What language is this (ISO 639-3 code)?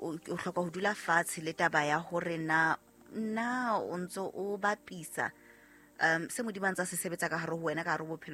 sot